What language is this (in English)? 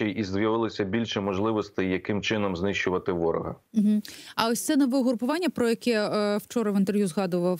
Ukrainian